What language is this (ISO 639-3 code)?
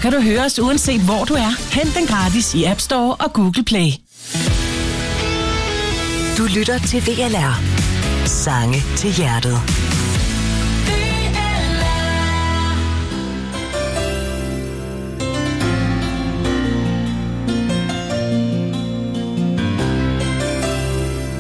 dan